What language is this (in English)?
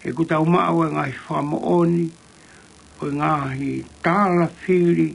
Tongan